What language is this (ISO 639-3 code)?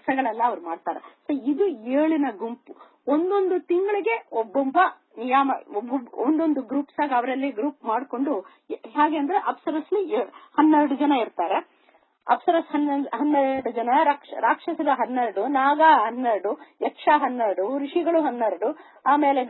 kan